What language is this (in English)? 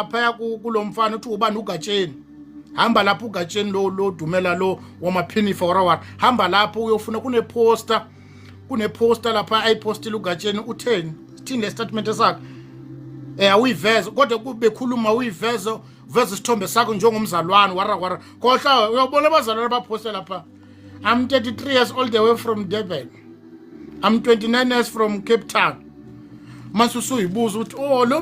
Zulu